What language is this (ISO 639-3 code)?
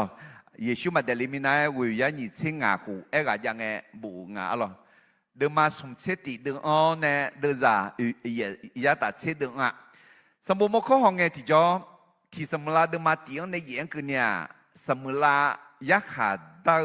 ahk